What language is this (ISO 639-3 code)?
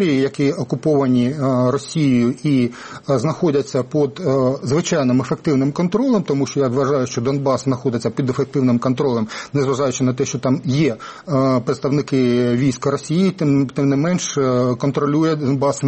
ukr